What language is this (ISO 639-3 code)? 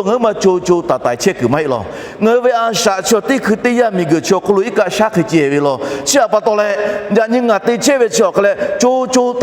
lhu